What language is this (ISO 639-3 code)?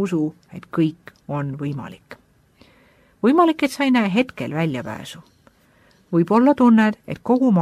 est